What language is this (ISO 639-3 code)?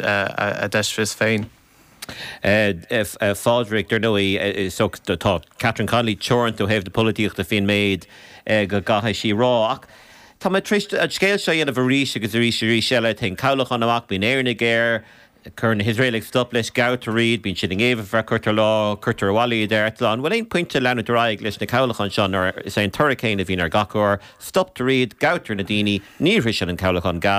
gle